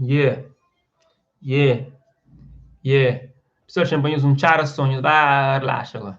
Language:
Kabuverdianu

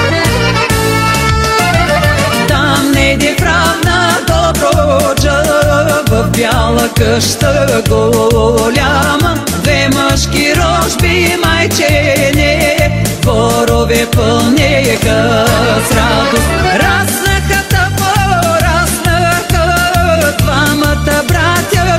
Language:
Bulgarian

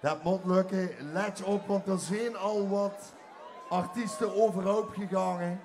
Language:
Limburgish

